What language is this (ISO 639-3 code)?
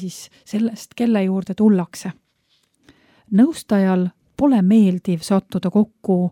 est